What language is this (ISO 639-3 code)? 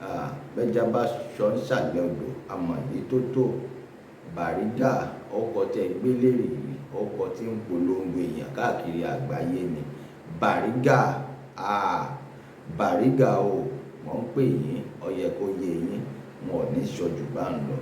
yor